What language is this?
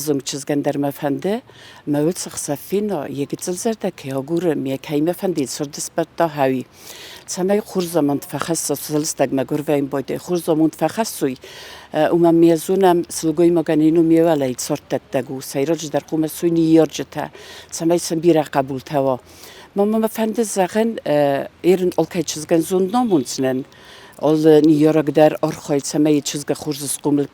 Ossetic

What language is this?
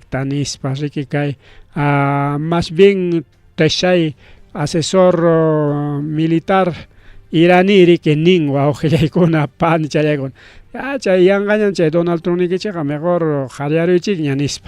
Ayacucho Quechua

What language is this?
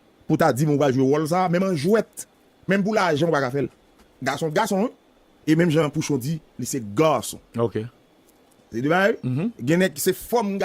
Haitian Creole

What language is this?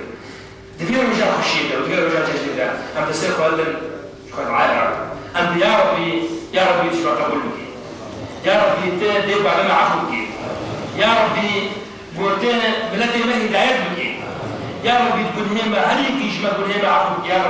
Kurdish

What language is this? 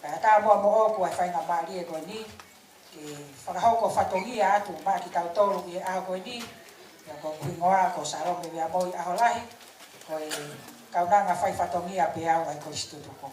Tongan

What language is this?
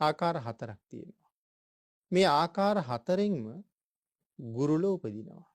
Sinhala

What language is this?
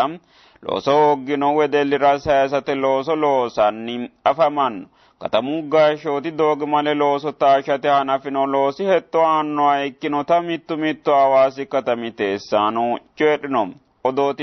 Sidamo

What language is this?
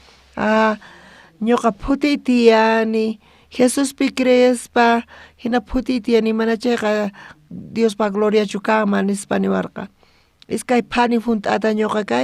South Bolivian Quechua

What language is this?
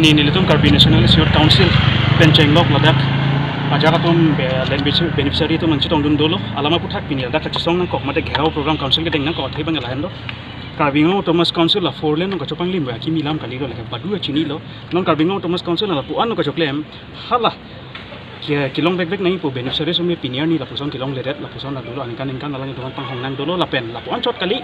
Karbi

